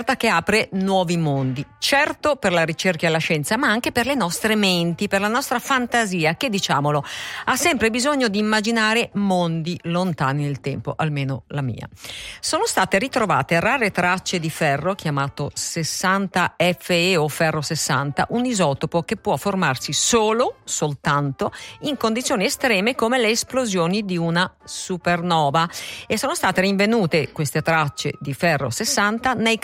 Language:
Italian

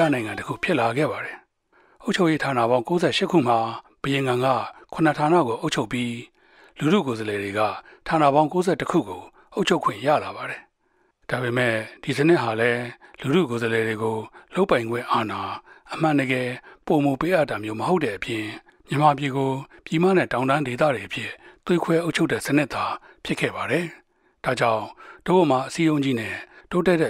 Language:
Burmese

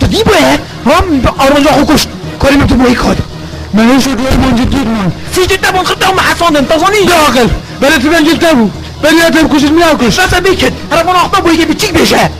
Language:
Kurdish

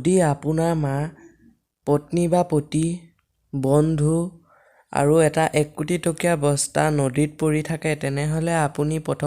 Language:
Assamese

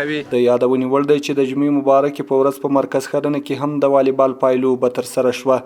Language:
Pashto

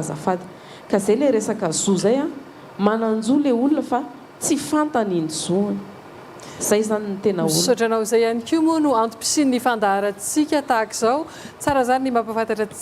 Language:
Malagasy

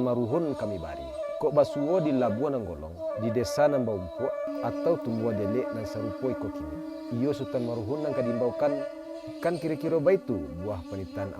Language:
Minangkabau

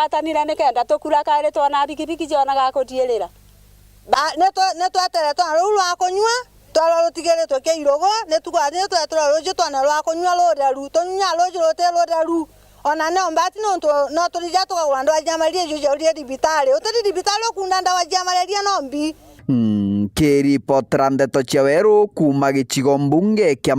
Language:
Meru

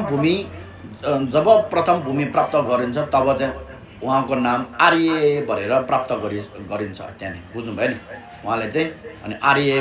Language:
Nepali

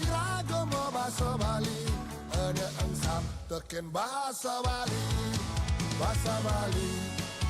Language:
Balinese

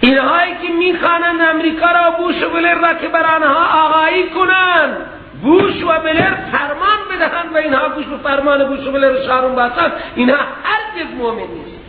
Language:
Persian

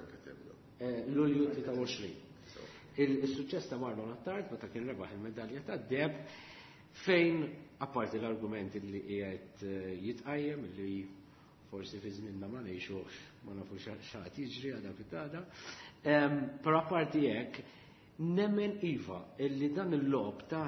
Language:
Maltese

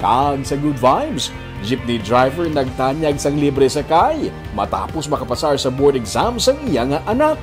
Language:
Hiligaynon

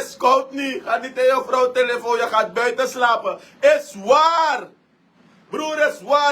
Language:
Sranan Tongo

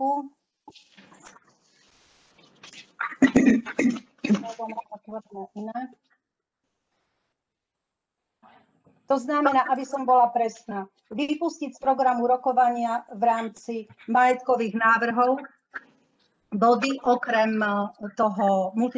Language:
Slovak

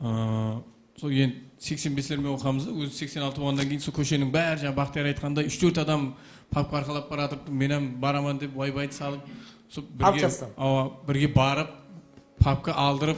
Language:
Kara-Kalpak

